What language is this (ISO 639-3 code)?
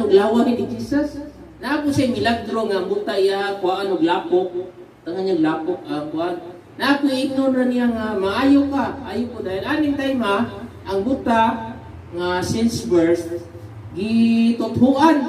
ceb